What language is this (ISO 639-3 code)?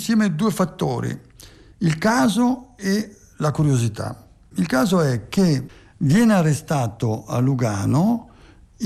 ita